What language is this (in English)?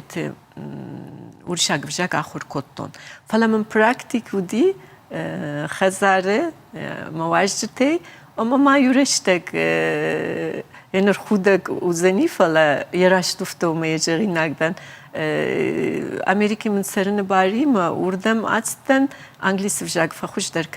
Ossetic